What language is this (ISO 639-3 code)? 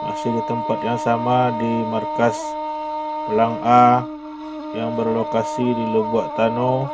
min